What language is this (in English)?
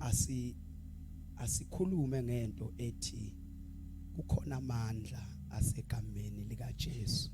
Zulu